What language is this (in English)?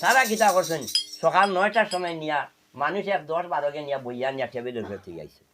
Sylheti